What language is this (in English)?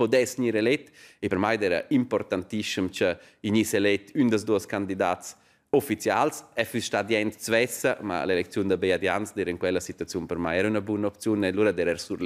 Romansh